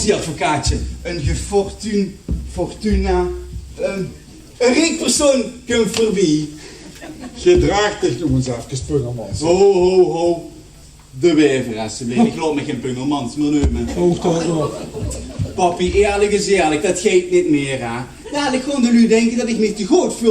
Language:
Limburgish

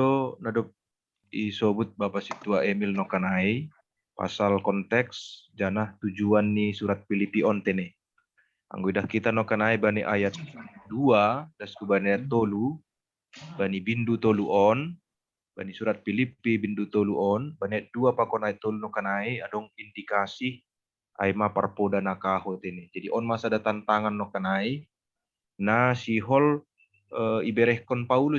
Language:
Batak Simalungun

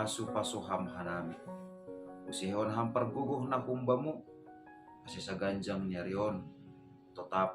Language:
Batak Simalungun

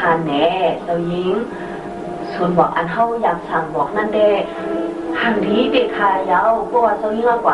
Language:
Shan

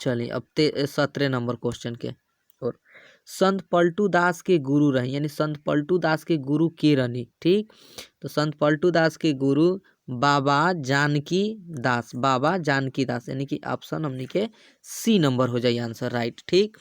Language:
Bhojpuri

